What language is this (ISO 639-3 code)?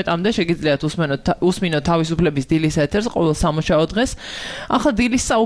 kat